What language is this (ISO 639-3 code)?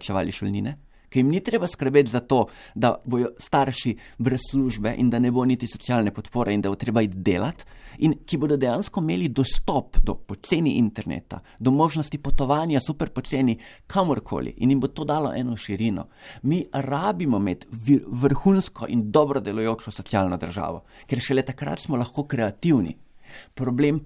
slv